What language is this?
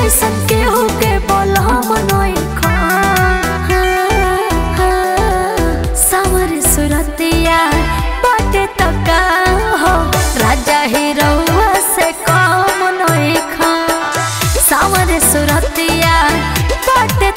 Bhojpuri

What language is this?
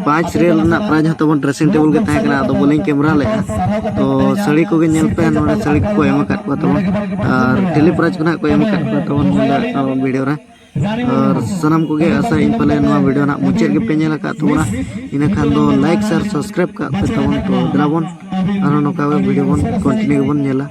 Santali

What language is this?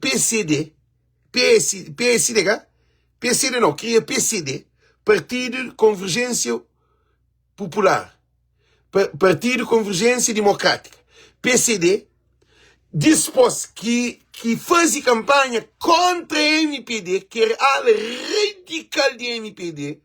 Kabuverdianu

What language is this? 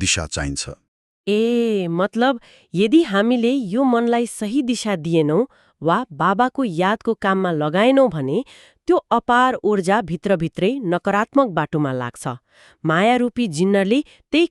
Nepali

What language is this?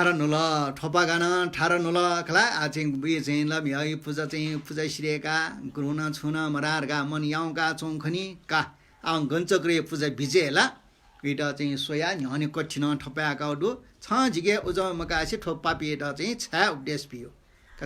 Newari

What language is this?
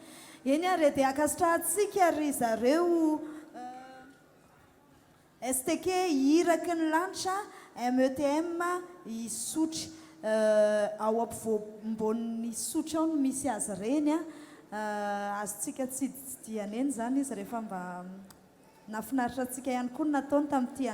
Malagasy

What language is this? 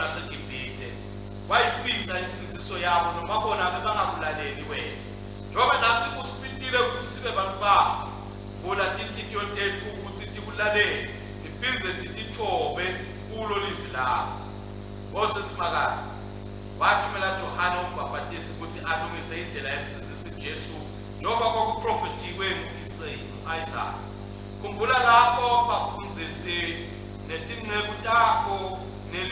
Swati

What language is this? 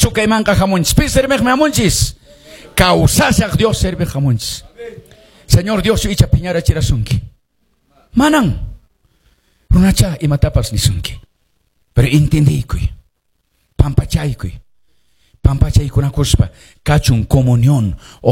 Quechua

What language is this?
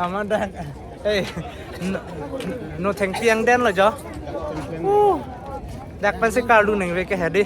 Karbi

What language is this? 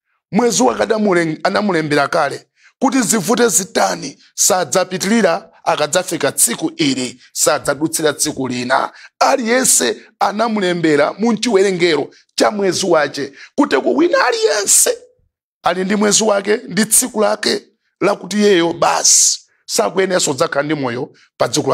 Nyanja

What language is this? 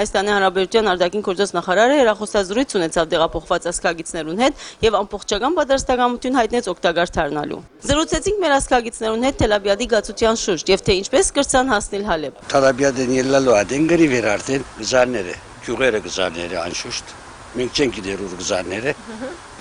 Armenian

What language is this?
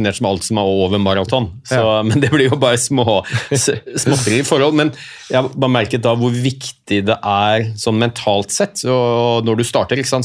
Norwegian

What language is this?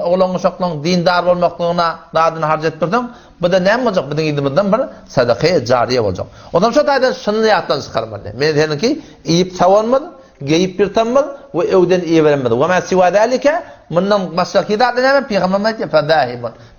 Turkmen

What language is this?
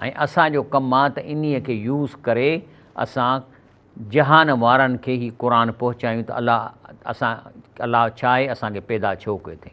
Sindhi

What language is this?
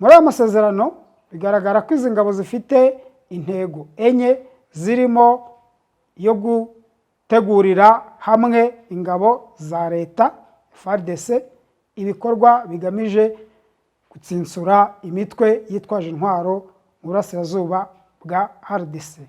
Kinyarwanda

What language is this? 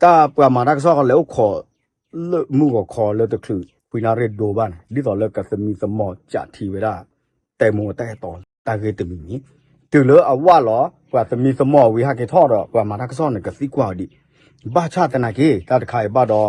S'gaw Karen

